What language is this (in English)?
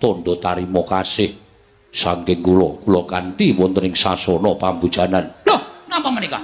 Javanese